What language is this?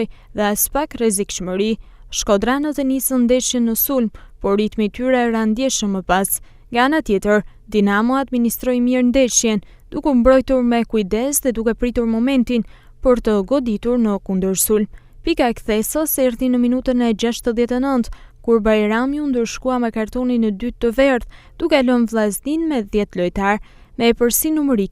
Albanian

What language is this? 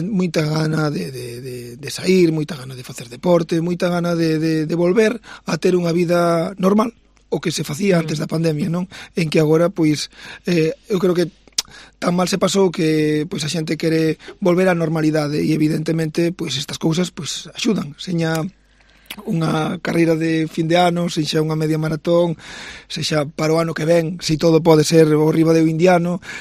Galician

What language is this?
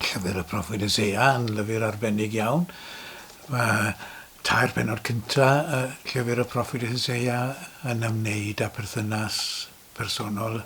Welsh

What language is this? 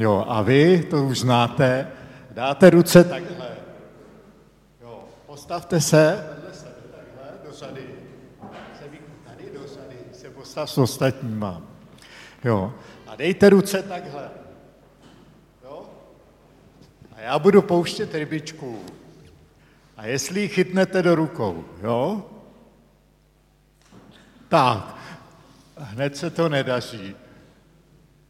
Czech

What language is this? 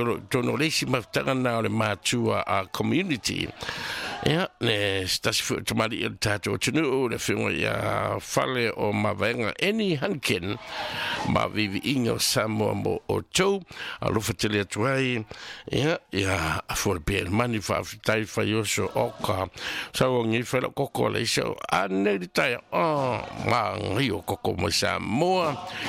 Samoan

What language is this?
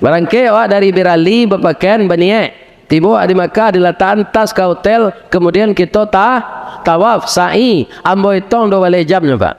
Minangkabau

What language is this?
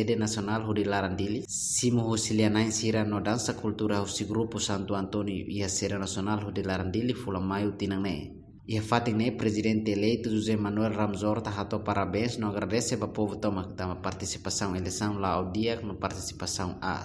Tetum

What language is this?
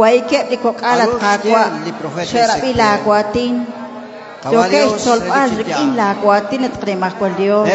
Kekchí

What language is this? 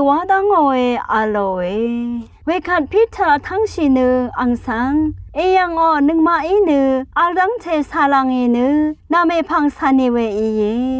Rawang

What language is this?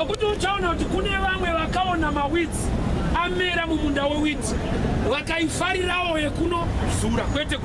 Shona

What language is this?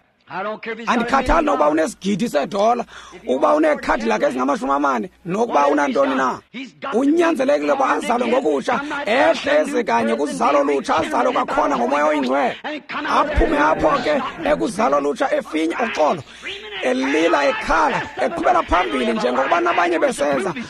Xhosa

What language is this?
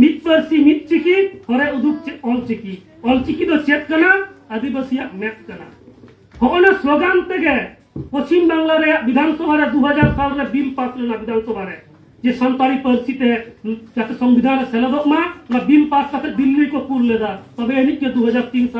Santali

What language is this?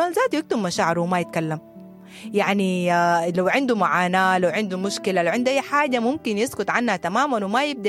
Sudanese Arabic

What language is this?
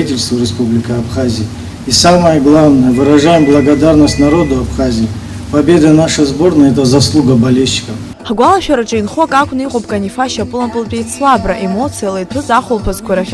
Abkhazian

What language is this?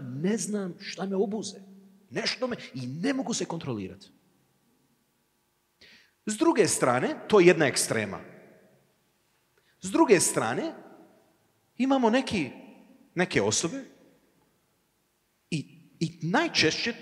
Croatian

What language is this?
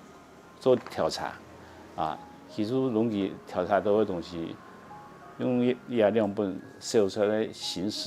Hakka Chinese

